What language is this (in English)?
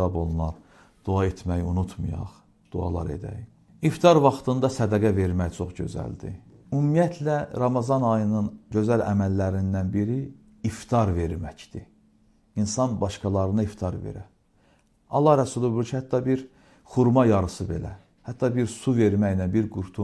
Azerbaijani